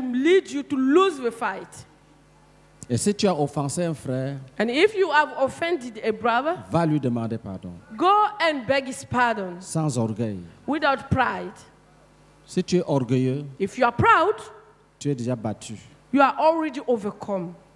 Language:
French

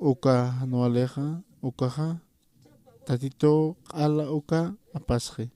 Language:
Aymara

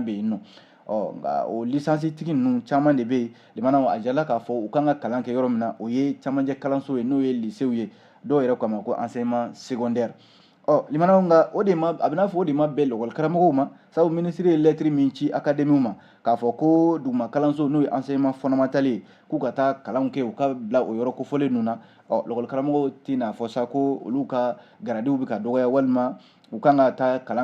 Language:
Bambara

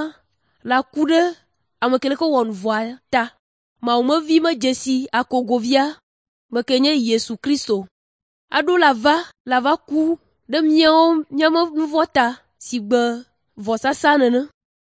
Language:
Ewe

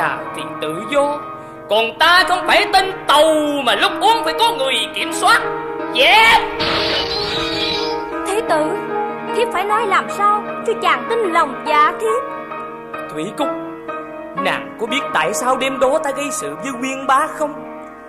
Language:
Vietnamese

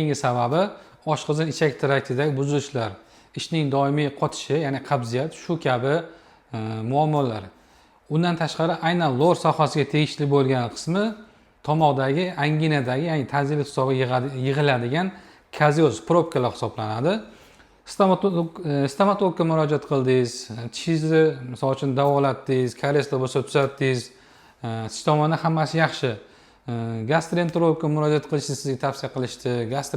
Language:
Uzbek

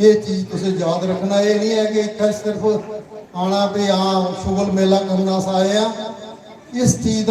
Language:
Dogri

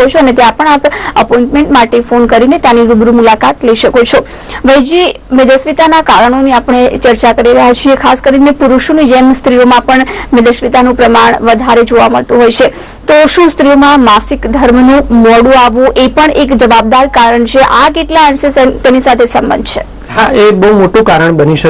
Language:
Gujarati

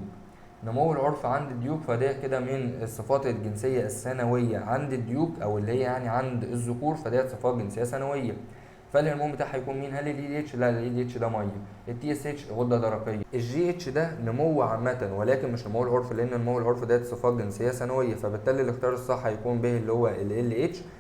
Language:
Egyptian Arabic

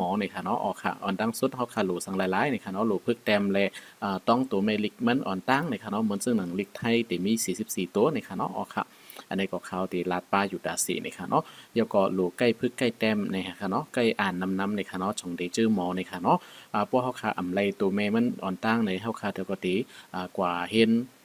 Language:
Shan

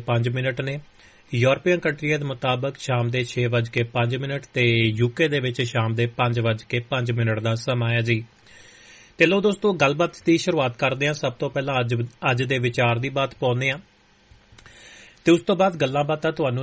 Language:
Punjabi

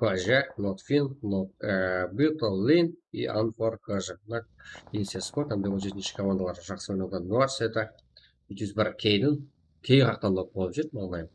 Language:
Kara-Kalpak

